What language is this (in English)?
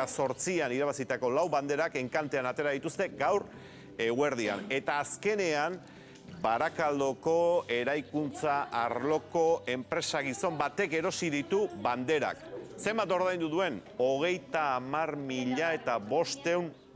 Basque